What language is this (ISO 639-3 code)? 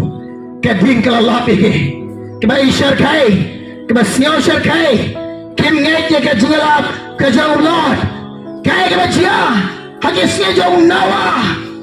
kha